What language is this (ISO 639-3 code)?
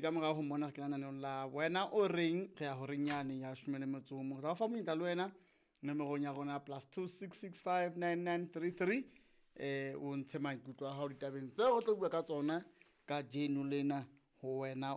sot